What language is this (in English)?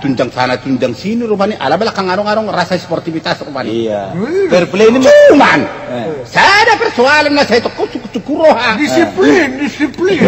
Batak Toba